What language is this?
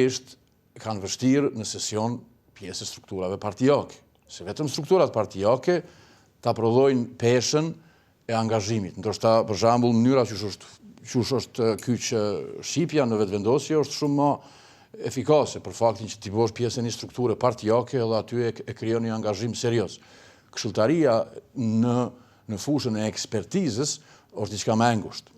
Albanian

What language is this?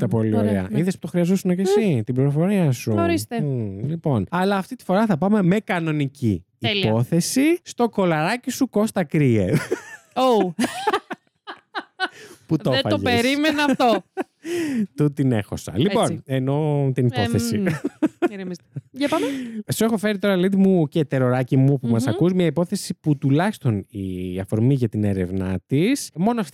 Greek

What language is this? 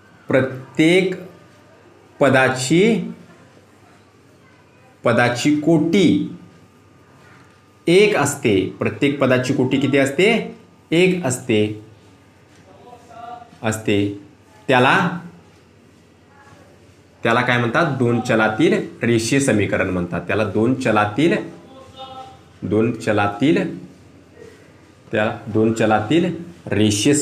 Marathi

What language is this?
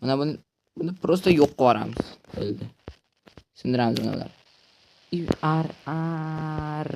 Uzbek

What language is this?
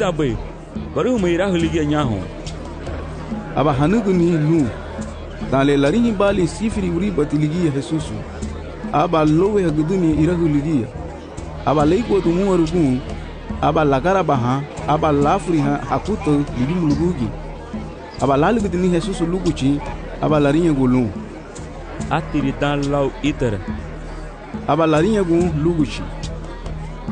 Garifuna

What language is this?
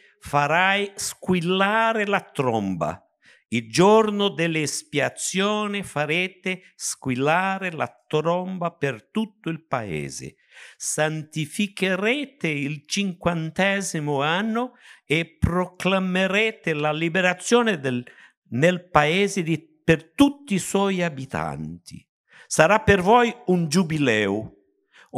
Italian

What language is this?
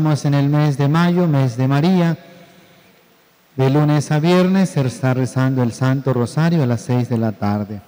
Spanish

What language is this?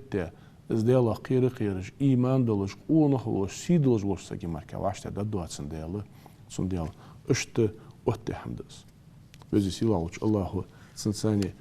Ingush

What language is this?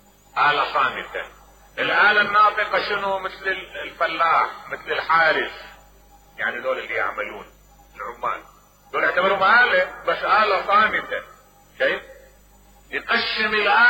Mesopotamian Arabic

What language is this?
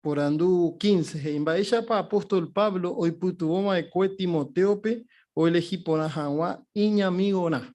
Guarani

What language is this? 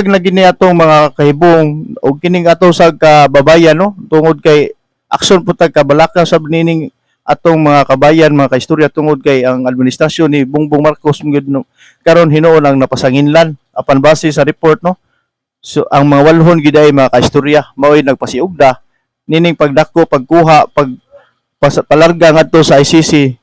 Cebuano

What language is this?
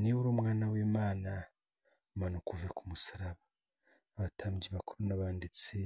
Kinyarwanda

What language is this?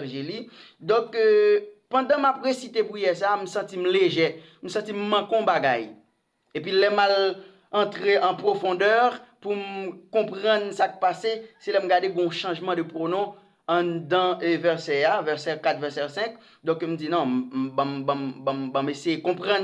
Haitian Creole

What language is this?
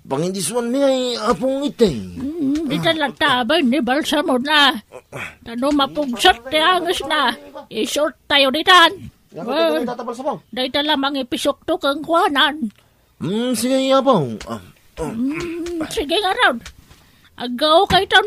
Iloko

